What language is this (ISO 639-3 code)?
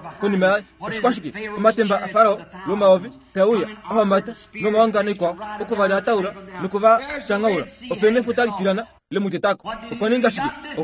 kua